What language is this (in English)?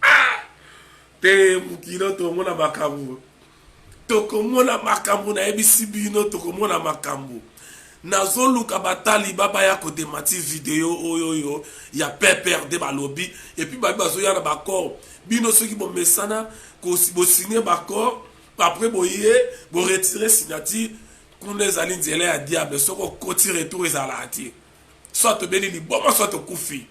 Lingala